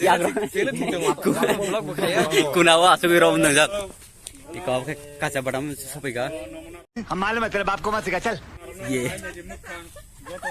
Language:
Kok Borok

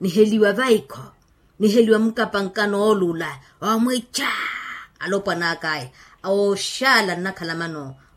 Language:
Makhuwa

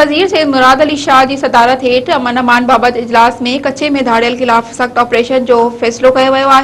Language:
Sindhi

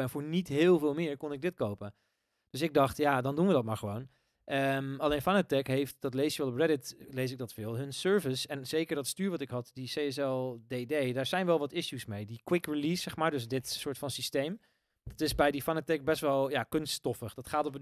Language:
Dutch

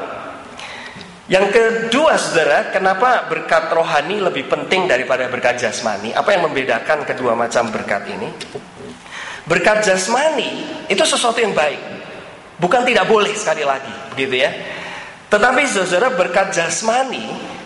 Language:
Indonesian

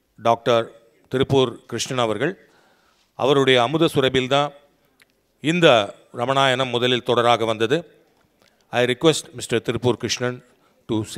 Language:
Tamil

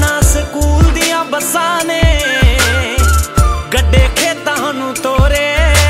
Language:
Punjabi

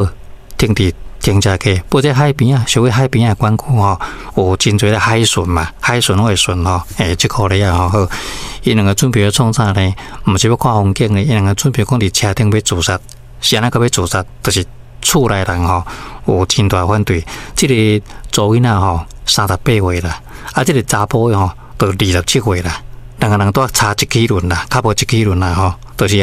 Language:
Min Nan Chinese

